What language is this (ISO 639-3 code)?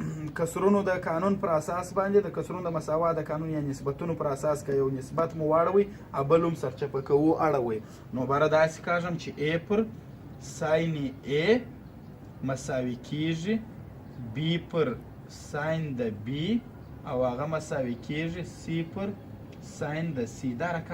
pus